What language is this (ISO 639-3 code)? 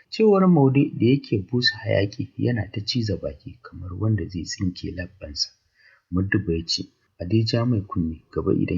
hau